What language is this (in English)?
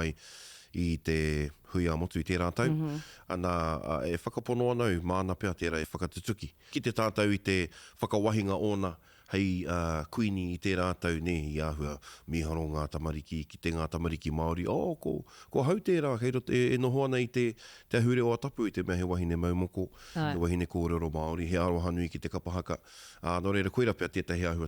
Māori